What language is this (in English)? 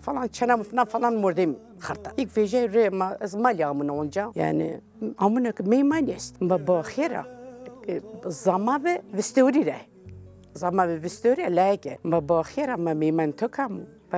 Zaza